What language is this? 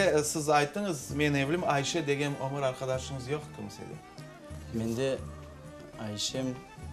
Crimean Tatar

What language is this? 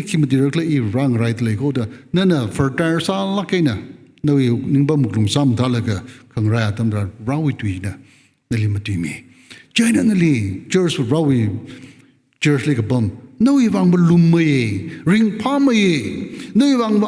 Tangkhul Naga (India)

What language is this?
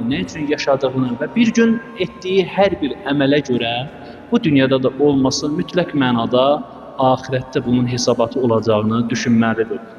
Azerbaijani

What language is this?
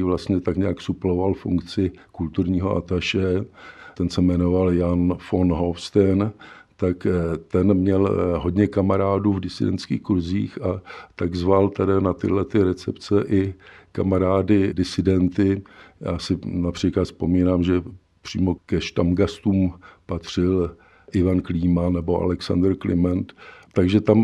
Czech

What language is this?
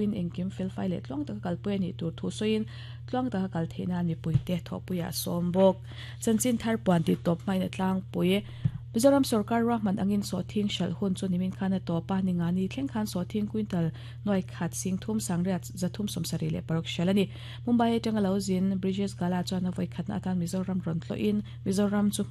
Mizo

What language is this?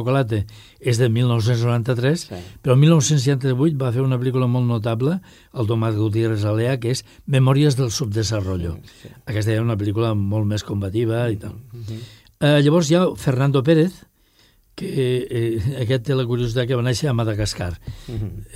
Catalan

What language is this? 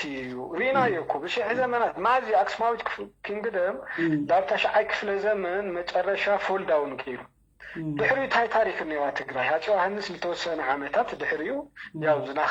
Tigrinya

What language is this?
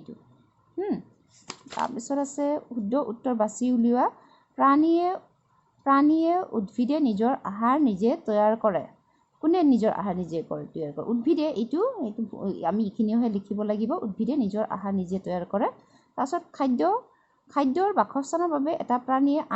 Assamese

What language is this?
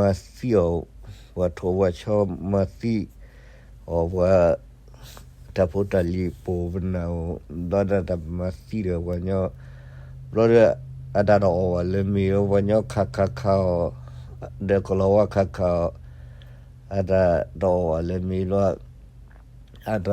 S'gaw Karen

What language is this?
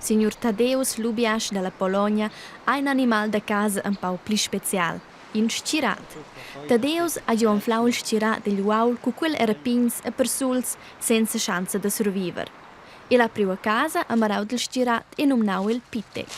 Romansh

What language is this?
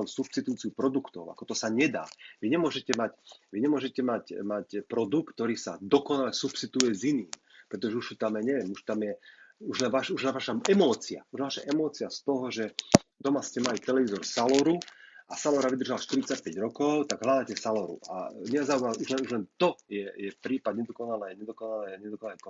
Slovak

